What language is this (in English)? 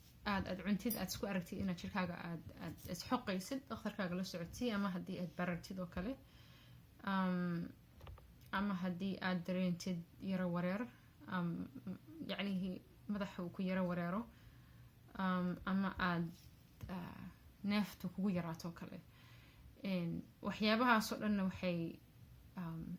Somali